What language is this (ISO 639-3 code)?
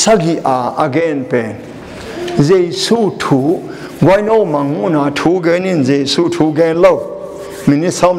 ctd